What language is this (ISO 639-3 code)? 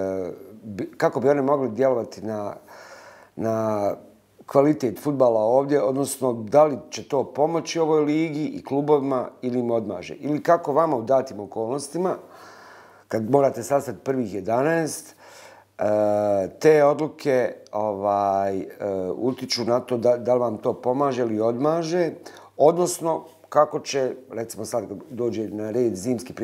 bos